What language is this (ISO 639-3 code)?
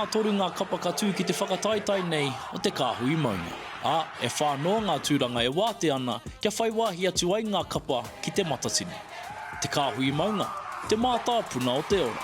mri